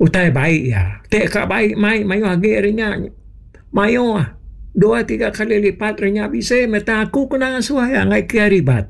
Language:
Iban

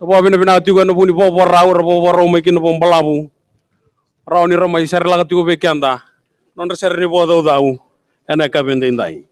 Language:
Fijian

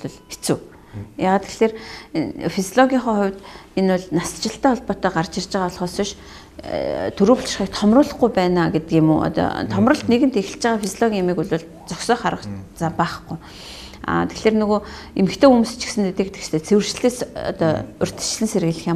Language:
Mongolian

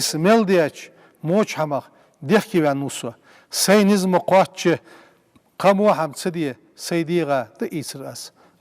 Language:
Ingush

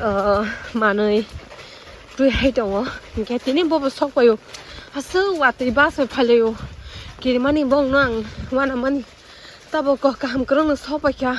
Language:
Kok Borok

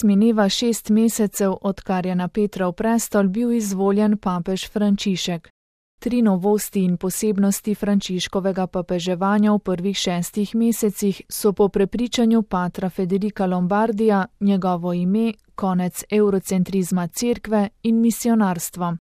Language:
Slovenian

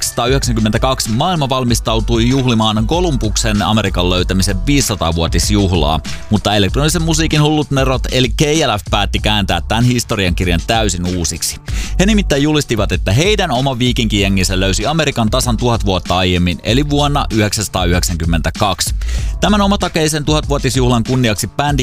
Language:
Finnish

